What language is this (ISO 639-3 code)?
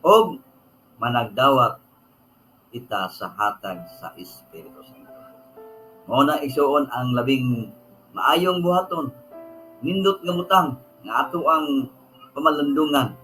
ceb